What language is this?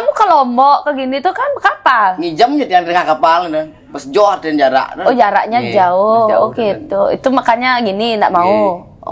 Balinese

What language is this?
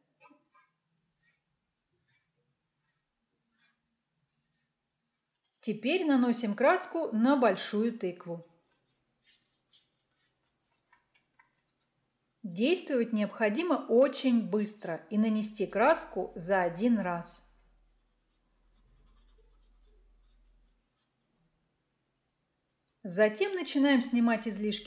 Russian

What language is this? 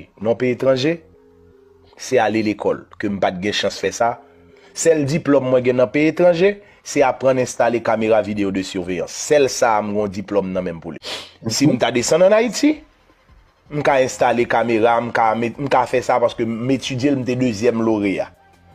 Haitian Creole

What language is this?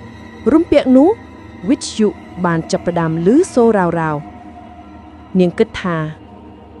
Khmer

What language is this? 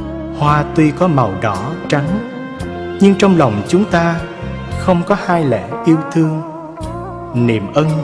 Vietnamese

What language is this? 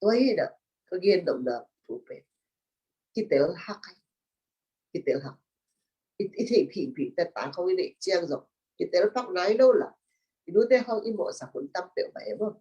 Tedim Chin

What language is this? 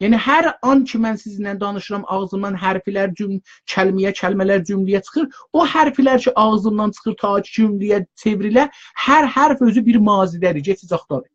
South Azerbaijani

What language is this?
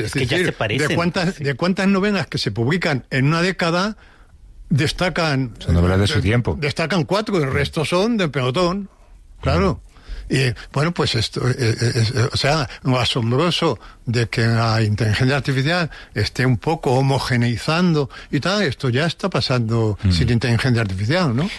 Spanish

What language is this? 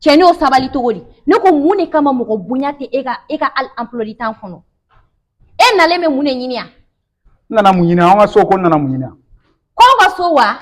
Bambara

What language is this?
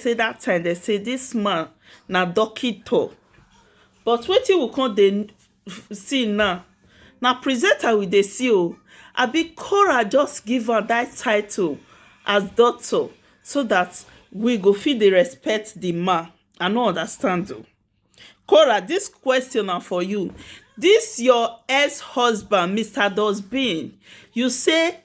Nigerian Pidgin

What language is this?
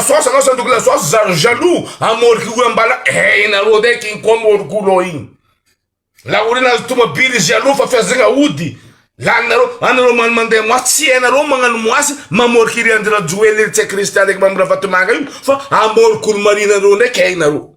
Malagasy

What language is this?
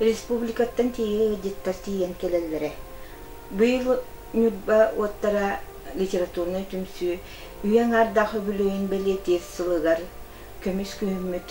Yakut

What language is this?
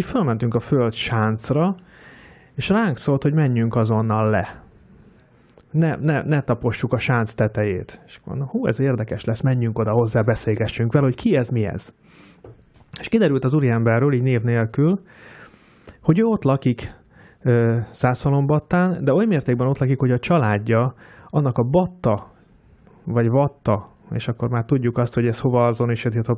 Hungarian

